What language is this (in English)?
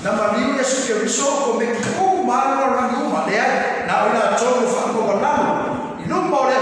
Samoan